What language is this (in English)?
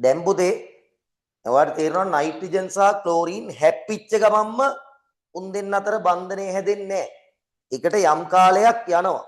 Sinhala